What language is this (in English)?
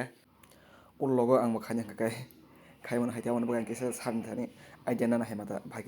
Kok Borok